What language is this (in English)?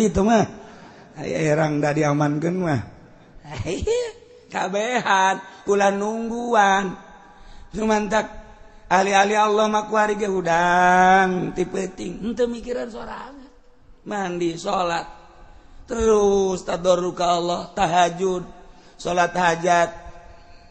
Sundanese